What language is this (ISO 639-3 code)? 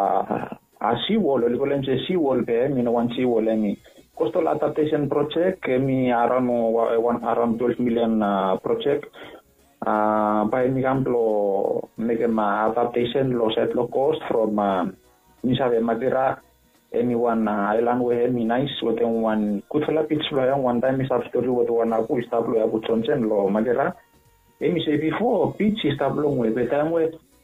bis